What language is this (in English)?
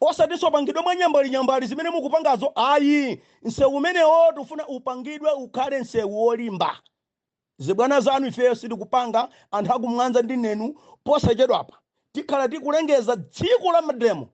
Nyanja